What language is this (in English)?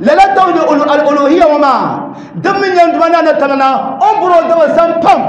Dagbani